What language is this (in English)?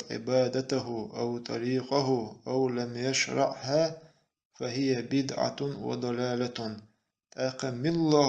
Chechen